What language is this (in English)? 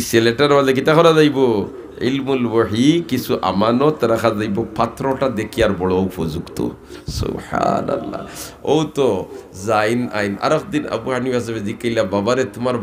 Sylheti